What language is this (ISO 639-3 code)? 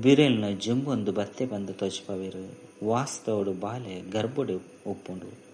tcy